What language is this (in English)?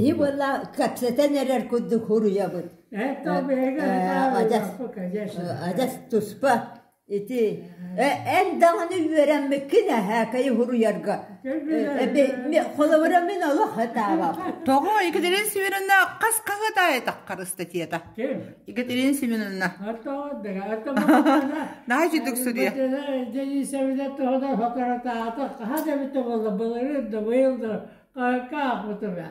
Yakut